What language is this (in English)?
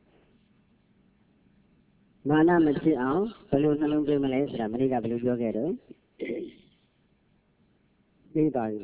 Burmese